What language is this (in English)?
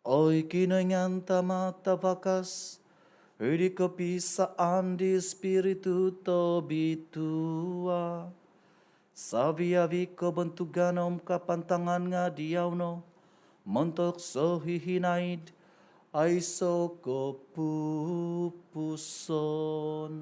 Central Dusun